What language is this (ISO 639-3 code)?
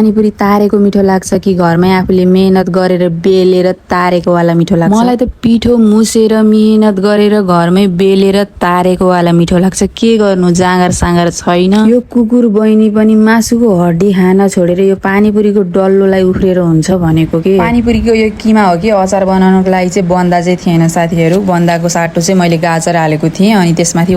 nep